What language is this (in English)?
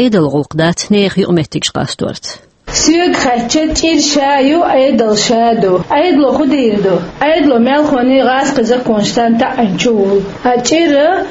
Chechen